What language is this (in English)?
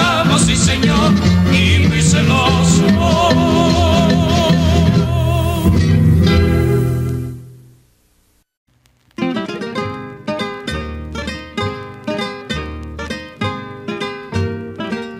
Spanish